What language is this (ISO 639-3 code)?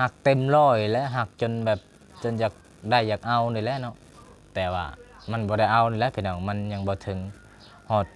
lao